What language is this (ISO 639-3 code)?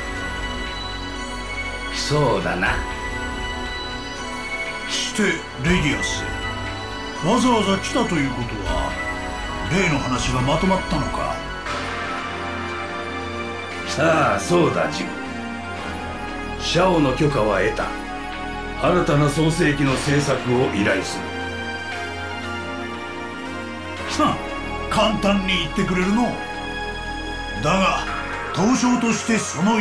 jpn